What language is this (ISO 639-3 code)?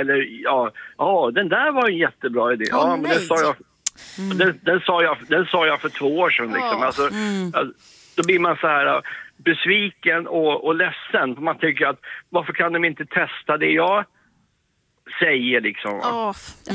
swe